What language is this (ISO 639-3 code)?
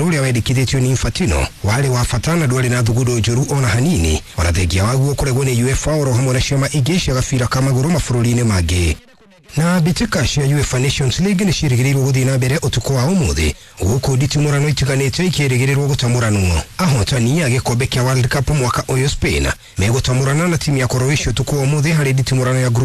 kik